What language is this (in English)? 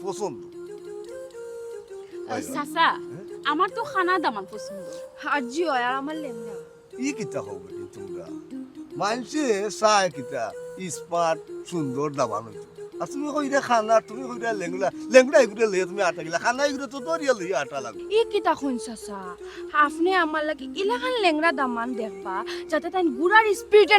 Sylheti